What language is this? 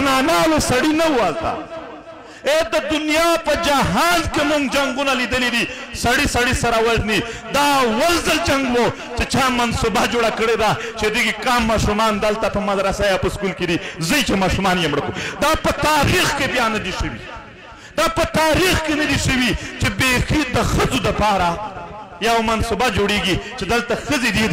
Pashto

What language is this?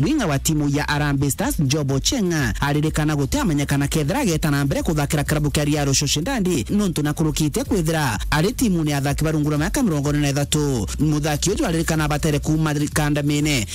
Meru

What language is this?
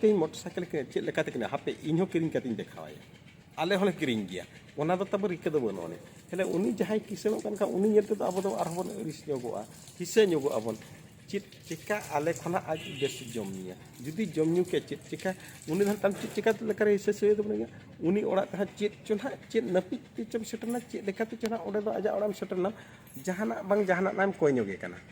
Santali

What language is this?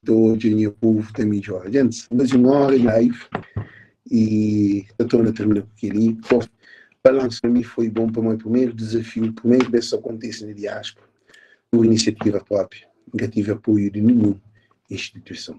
Kabuverdianu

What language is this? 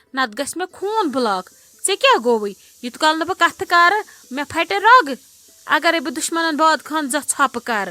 Kashmiri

